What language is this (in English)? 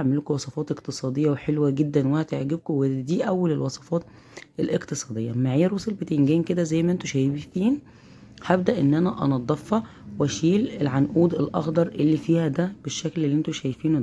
Egyptian Arabic